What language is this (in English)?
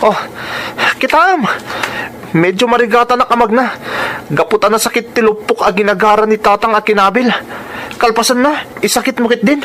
Iloko